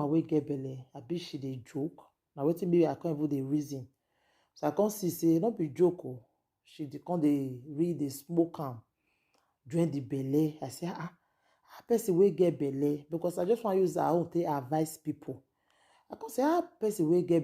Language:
Nigerian Pidgin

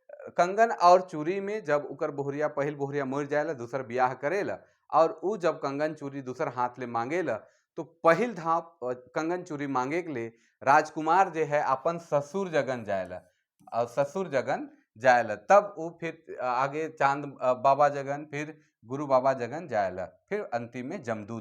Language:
Sadri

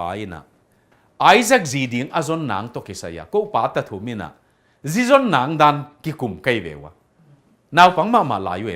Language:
Tedim Chin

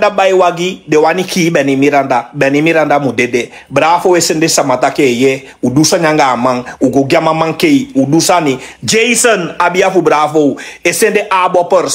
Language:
Sranan Tongo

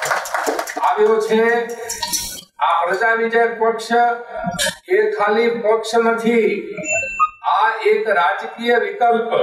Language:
Gujarati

